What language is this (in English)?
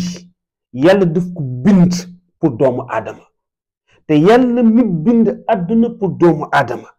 Wolof